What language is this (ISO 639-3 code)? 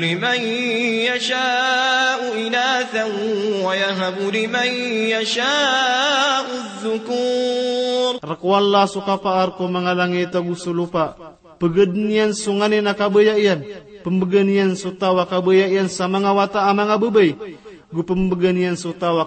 mrw